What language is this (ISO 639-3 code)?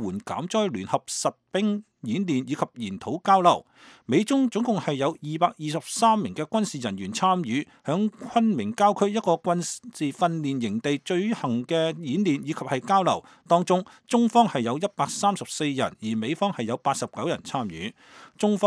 yue